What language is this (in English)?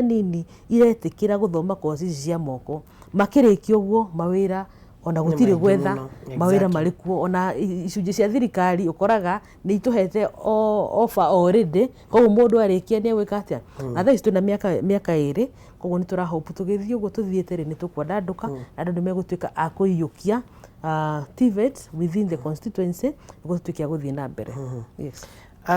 Kikuyu